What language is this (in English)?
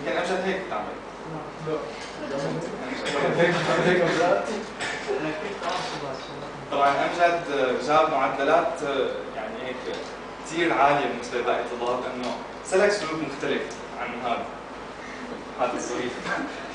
North Levantine Arabic